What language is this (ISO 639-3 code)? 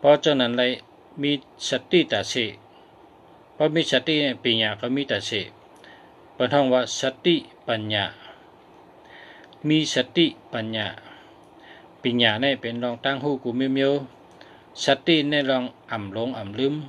shn